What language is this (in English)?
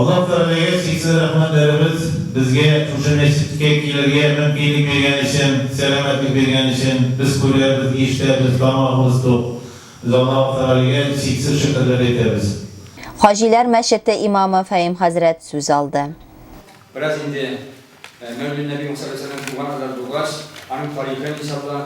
Tatar